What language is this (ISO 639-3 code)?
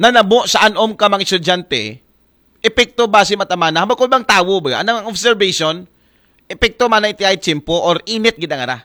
akl